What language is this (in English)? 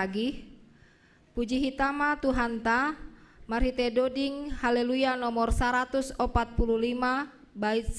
Batak Simalungun